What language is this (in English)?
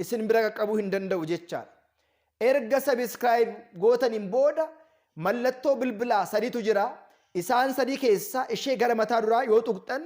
Oromo